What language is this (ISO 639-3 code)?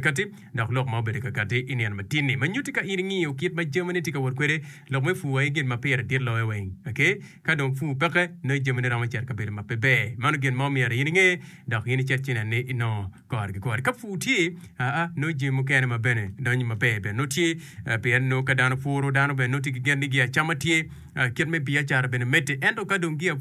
ach